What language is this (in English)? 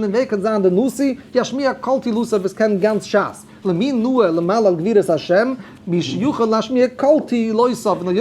Yiddish